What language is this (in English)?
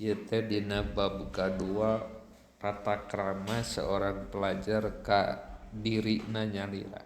Sundanese